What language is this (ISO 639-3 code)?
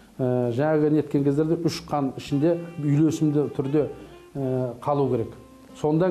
kaz